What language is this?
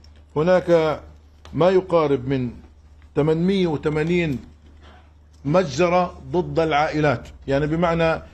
Arabic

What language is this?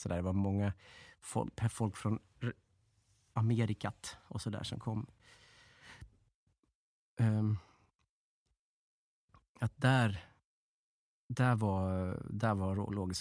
Swedish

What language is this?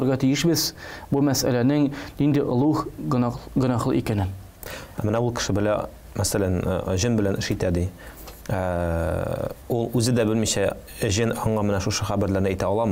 Tatar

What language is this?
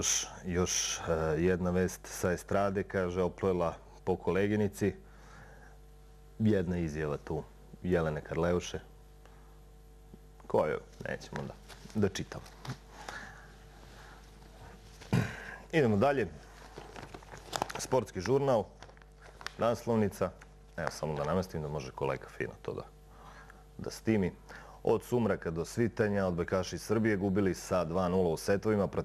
Serbian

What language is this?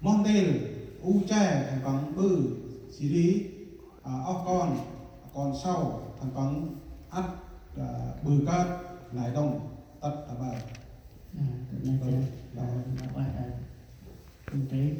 Central Mnong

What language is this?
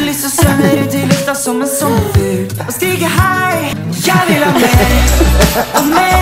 Norwegian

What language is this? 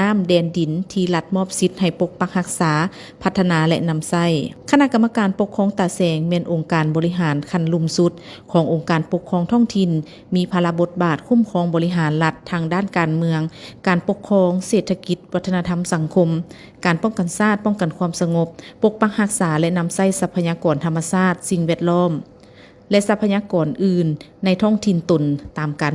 Lao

